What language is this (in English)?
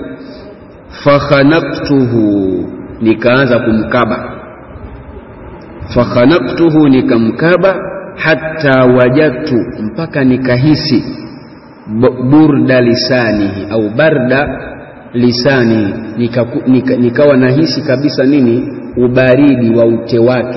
Swahili